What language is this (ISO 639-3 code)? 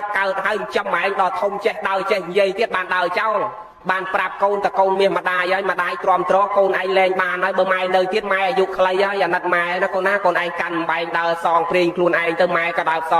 khm